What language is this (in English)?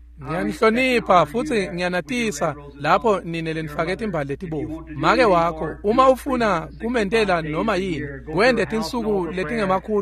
Swati